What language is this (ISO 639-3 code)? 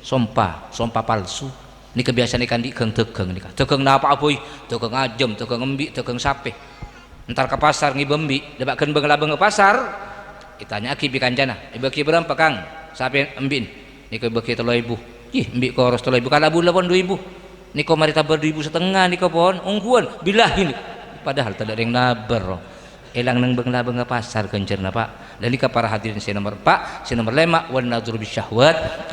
mad